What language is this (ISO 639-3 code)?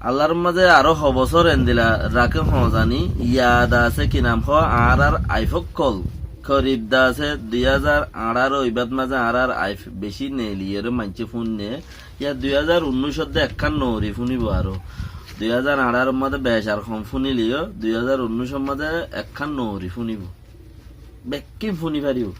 rhg